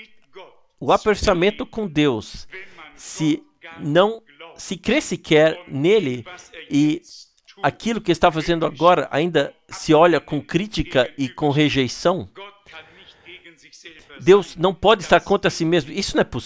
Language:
Portuguese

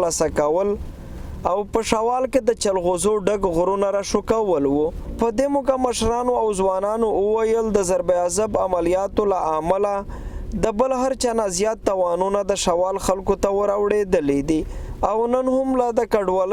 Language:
Pashto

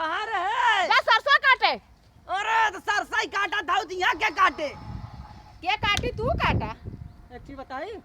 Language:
Awadhi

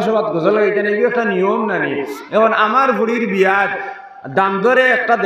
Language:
Sylheti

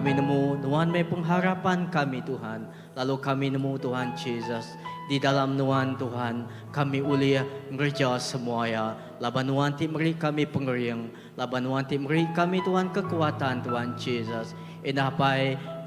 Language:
Iban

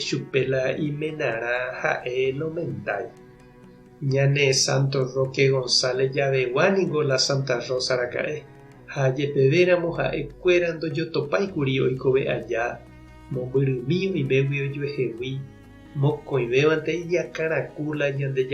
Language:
Guarani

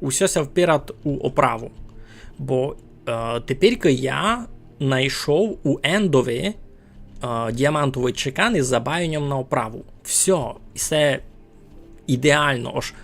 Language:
Rusyn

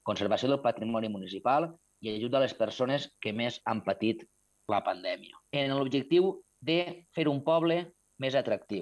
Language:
Catalan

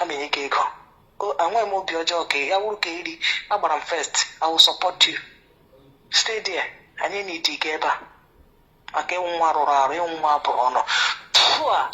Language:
Igbo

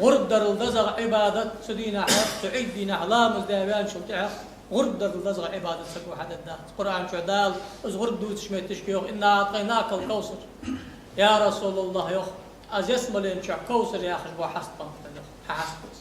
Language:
Ingush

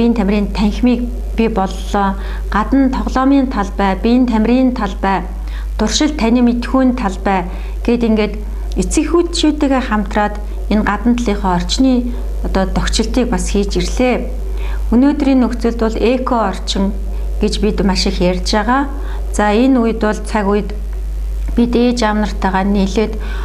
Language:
Mongolian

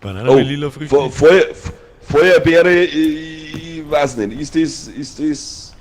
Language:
Bavarian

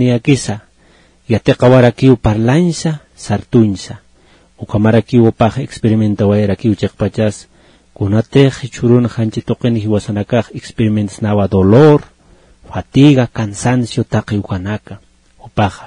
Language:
Aymara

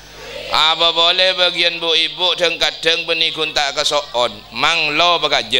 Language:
Madurese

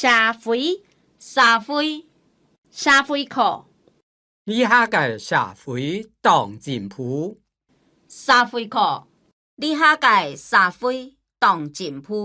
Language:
Hakka Chinese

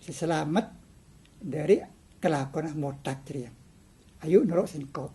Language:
Madurese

